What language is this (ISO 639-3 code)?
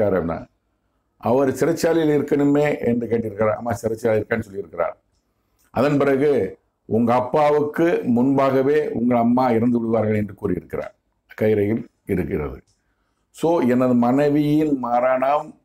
tam